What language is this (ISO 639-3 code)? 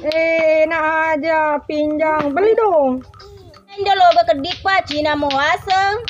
bug